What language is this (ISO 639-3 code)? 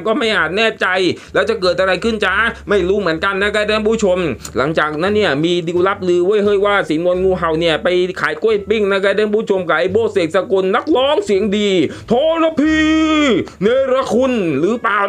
tha